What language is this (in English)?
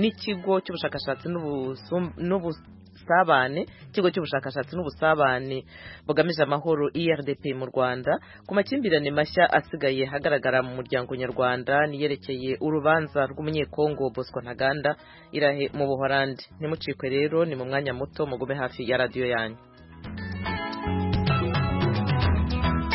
Kinyarwanda